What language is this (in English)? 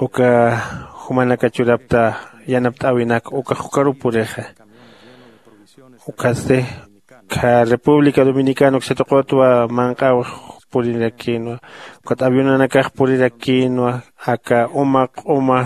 Aymara